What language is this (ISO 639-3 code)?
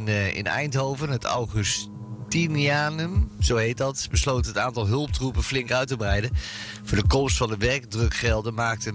nld